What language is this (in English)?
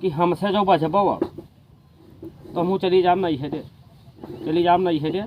Awadhi